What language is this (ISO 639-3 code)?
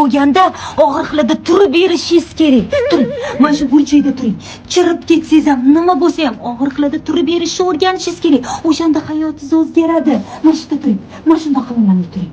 uzb